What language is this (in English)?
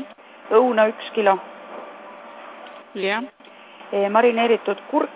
Estonian